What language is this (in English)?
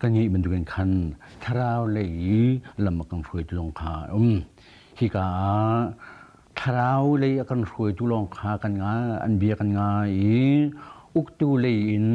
Hakha Chin